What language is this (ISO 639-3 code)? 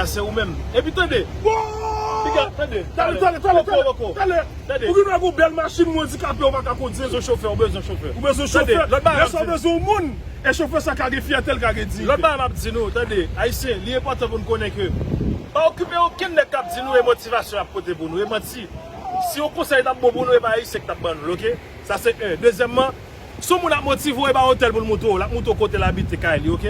hat